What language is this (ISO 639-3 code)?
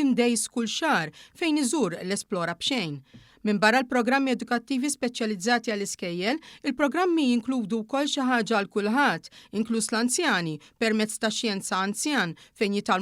mlt